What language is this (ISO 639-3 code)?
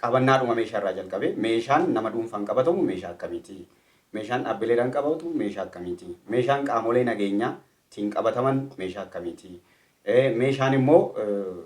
orm